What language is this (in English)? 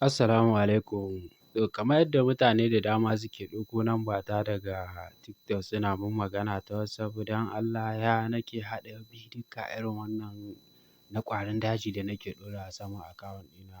Hausa